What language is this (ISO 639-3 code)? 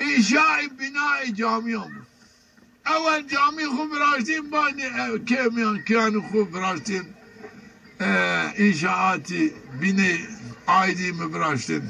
zza